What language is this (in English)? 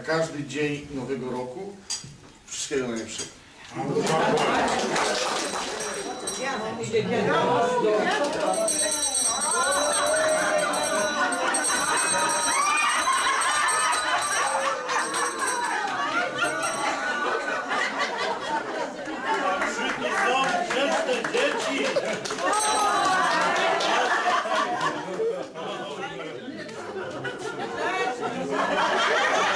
Polish